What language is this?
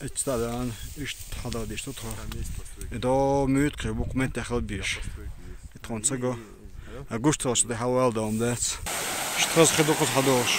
Chechen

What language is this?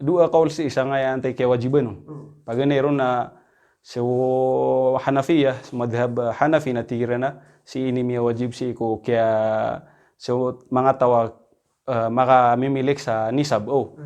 Maranao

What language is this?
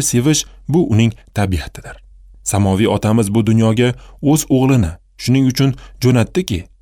Uzbek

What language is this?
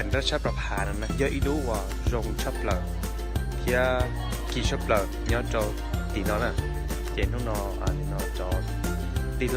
Hmong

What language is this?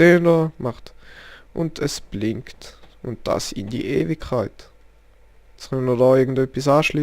Swiss German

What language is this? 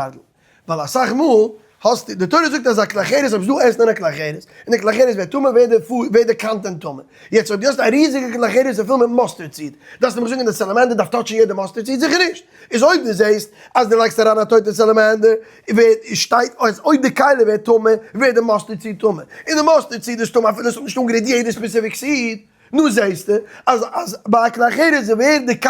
Yiddish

